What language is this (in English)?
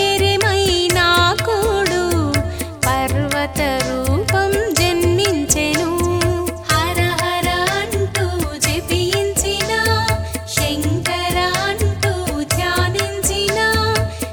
Telugu